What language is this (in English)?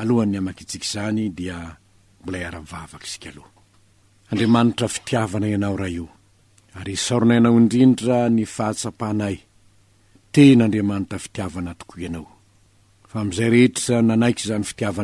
Malagasy